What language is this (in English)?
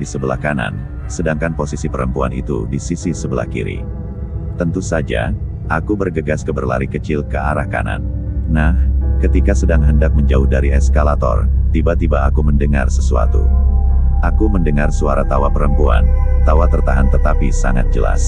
Indonesian